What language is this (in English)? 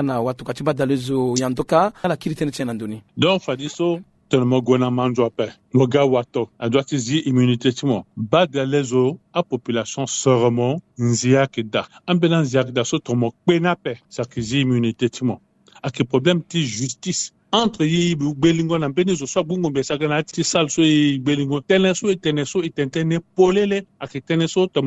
Sango